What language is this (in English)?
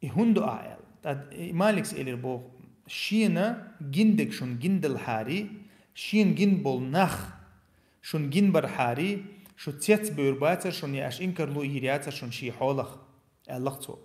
Chechen